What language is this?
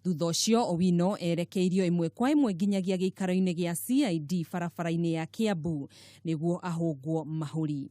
Kikuyu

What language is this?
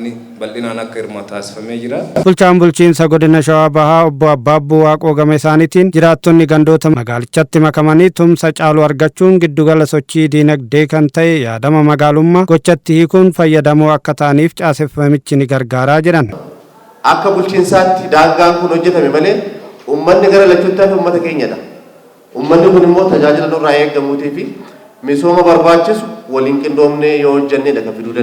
Oromo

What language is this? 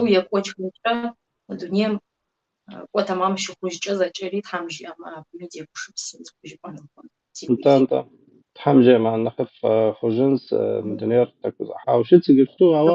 Kabardian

